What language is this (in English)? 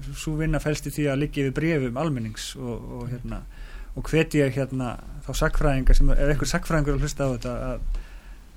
Icelandic